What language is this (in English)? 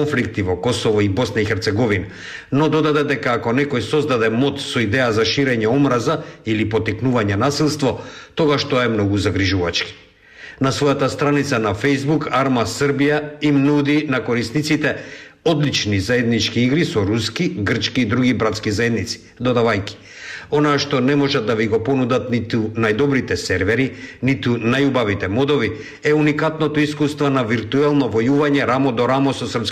Macedonian